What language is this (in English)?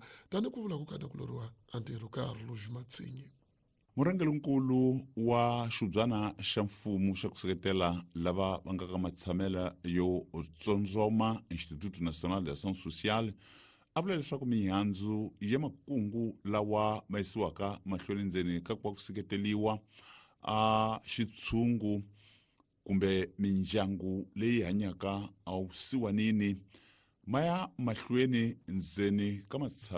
Tsonga